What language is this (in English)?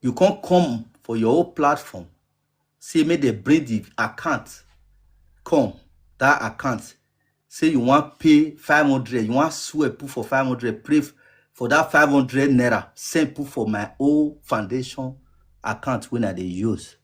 Nigerian Pidgin